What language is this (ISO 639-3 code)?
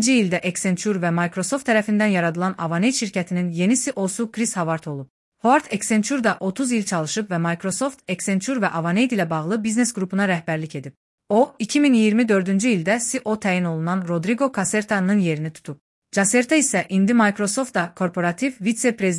aze